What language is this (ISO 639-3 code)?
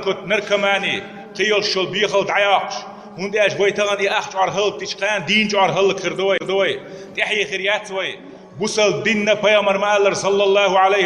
che